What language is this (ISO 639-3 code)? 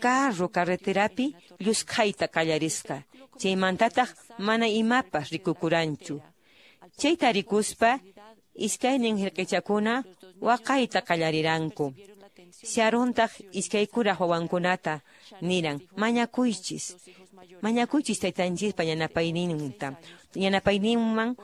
que